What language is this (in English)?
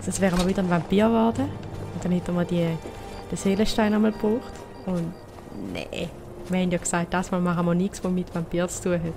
Swiss German